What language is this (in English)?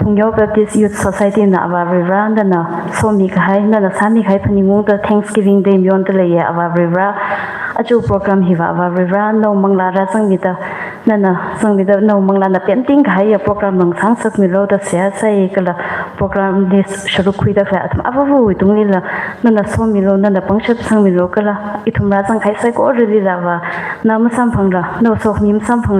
Tangkhul Naga (India)